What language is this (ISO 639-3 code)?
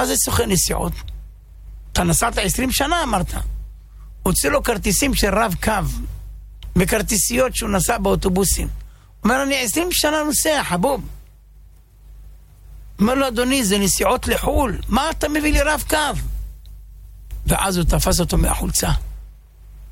heb